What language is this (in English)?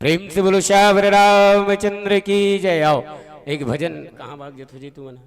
Chhattisgarhi